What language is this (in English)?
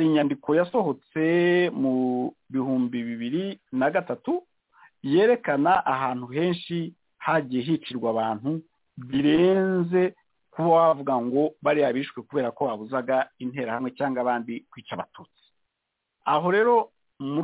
Kinyarwanda